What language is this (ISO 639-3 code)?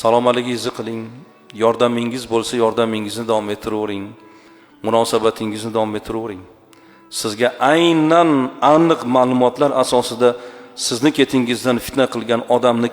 uzb